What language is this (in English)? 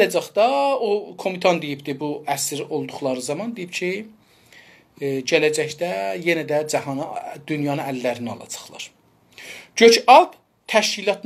South Azerbaijani